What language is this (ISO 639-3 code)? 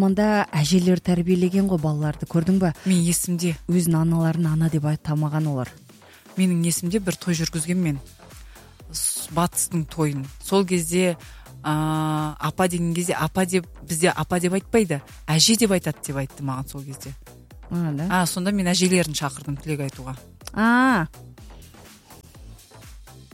kaz